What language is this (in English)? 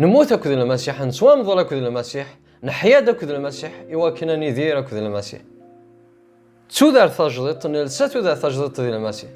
Kabyle